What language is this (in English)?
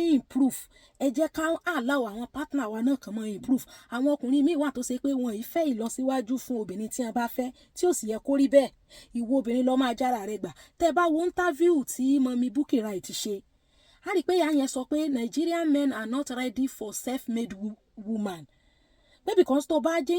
Yoruba